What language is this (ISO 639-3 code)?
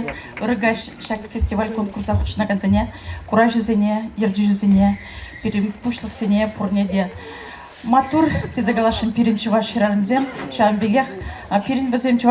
chv